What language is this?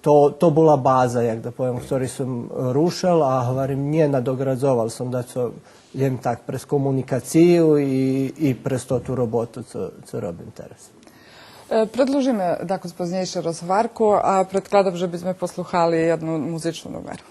Rusyn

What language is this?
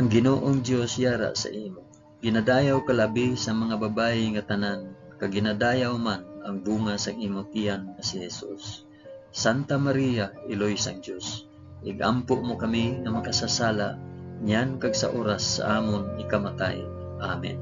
Hiligaynon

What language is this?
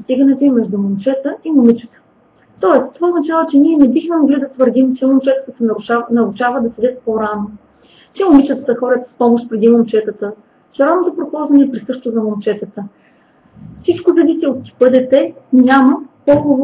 Bulgarian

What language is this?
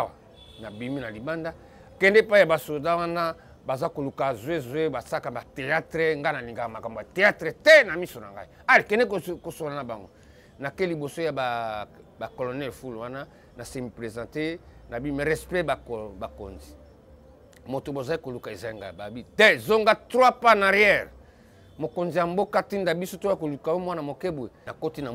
Lingala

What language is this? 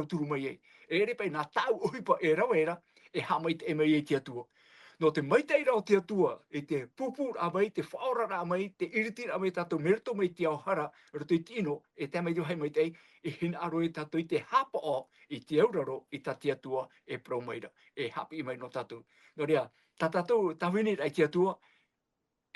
Tahitian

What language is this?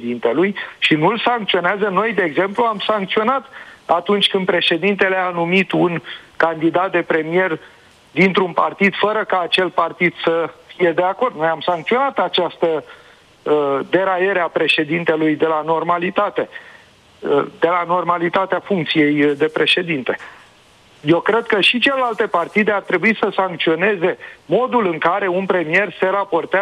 Romanian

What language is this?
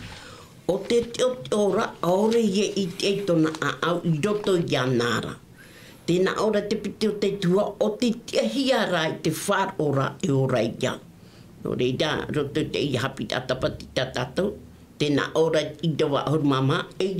Tahitian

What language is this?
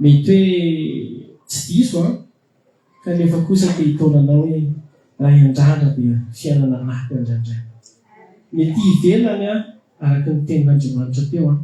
Malagasy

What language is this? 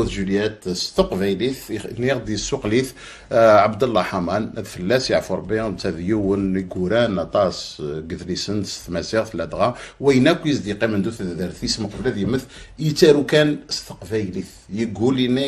Kabyle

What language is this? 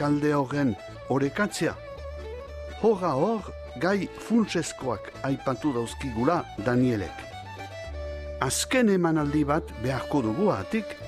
Basque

